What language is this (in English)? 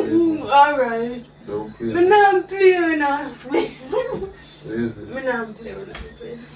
Jamaican Creole English